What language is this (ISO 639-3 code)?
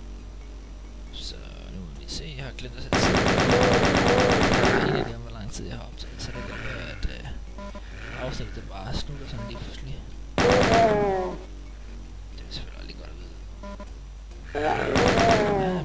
dan